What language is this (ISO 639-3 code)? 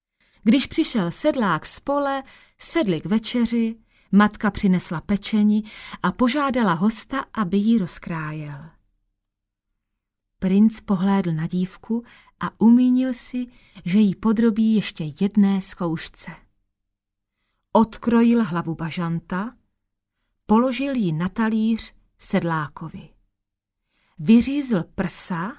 ces